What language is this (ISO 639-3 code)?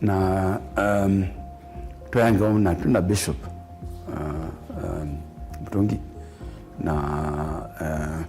kam